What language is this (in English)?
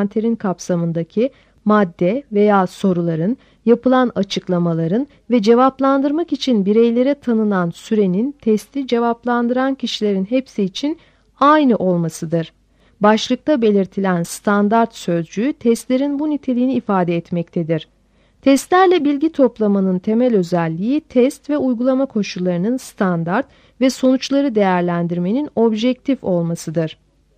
Turkish